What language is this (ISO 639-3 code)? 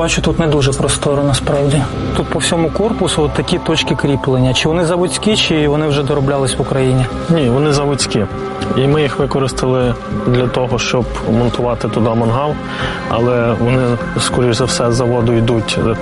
ukr